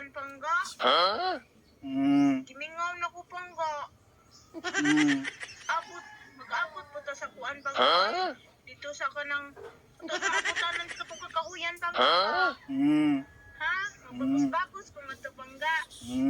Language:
Cebuano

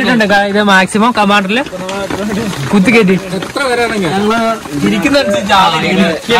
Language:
Malayalam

